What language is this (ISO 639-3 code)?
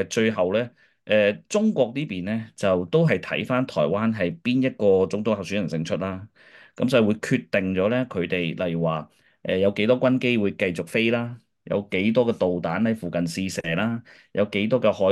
yue